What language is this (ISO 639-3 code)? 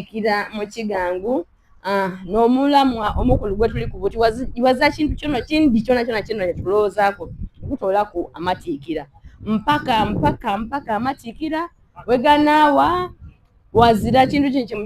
xog